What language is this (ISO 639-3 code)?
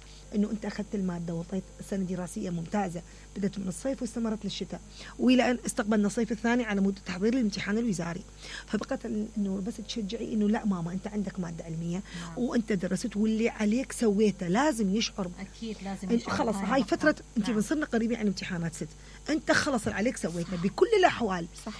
acm